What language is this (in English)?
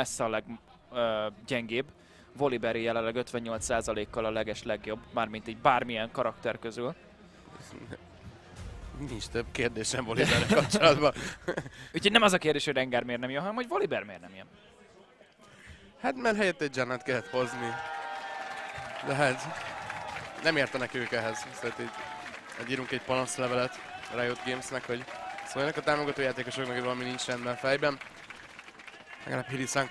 Hungarian